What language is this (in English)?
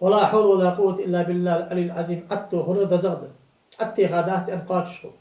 Ingush